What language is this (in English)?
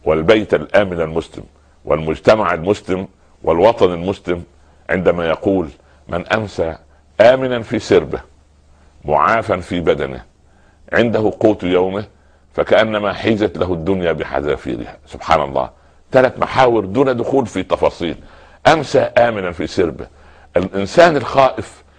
Arabic